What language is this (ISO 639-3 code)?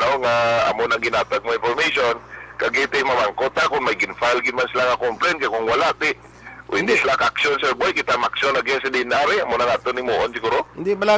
hil